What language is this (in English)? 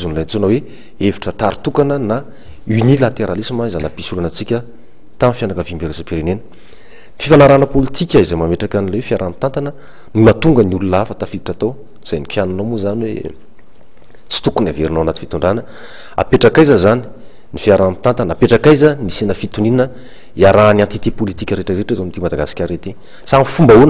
Malagasy